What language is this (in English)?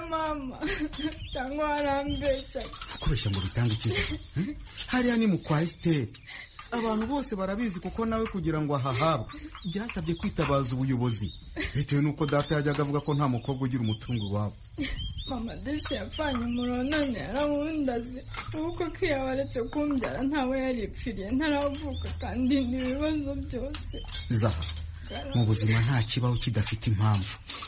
Kinyarwanda